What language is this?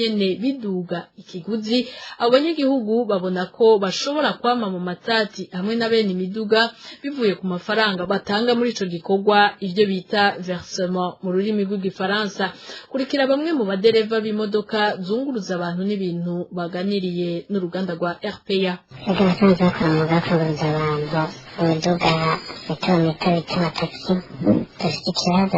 Rundi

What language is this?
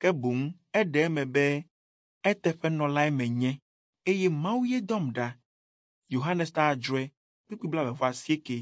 Ewe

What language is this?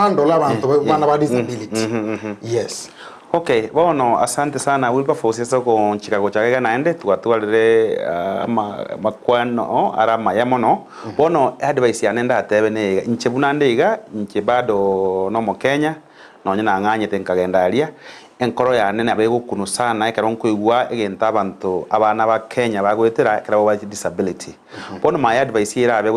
Gusii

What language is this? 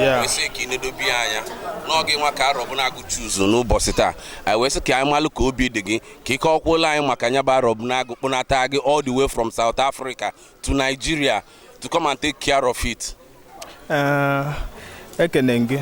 Igbo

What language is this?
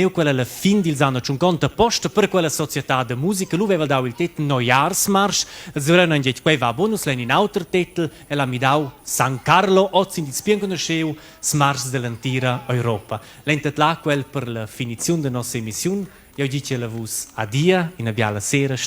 Romansh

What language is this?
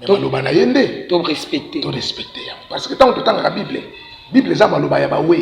Lingala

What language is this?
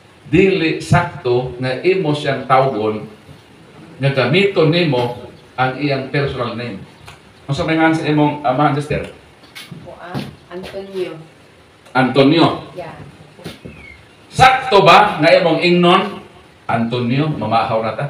Cebuano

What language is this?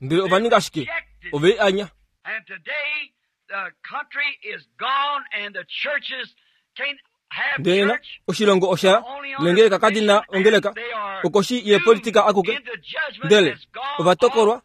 Kuanyama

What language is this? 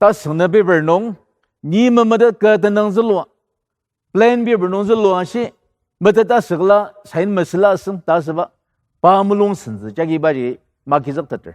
Ao Naga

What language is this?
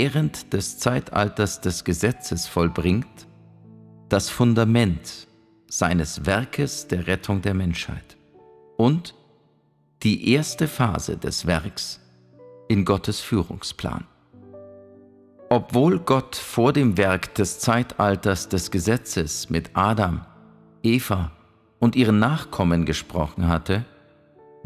German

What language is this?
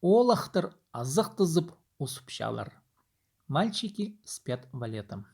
Khakas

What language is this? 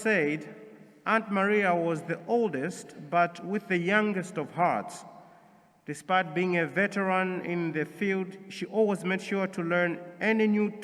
English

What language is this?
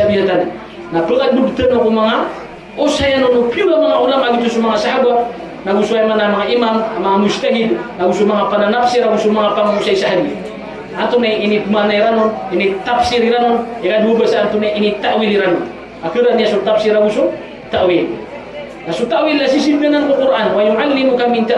Maranao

